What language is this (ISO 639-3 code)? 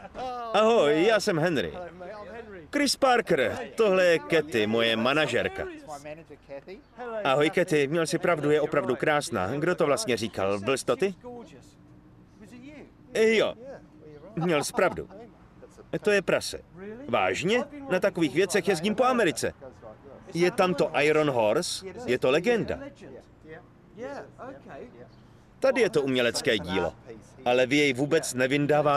ces